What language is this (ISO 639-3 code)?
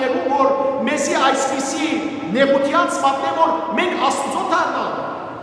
hyw